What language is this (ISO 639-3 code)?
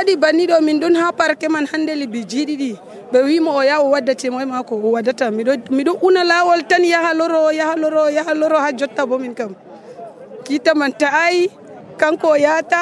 fuv